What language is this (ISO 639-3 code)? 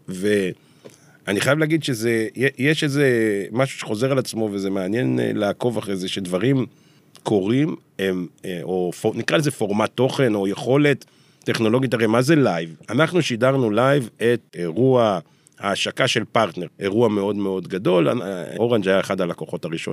heb